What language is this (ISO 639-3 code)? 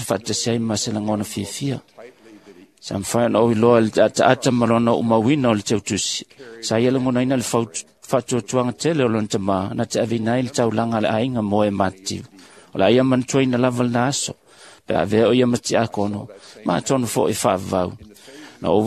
smo